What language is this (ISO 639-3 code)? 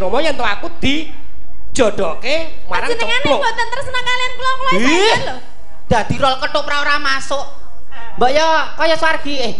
jav